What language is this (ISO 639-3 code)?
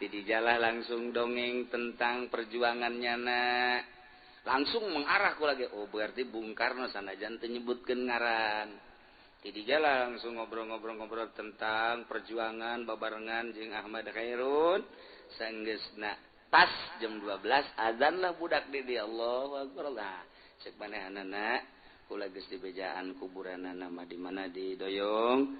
sun